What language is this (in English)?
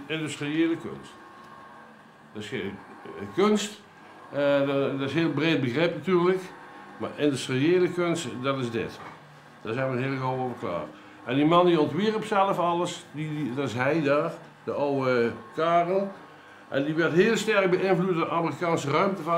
Dutch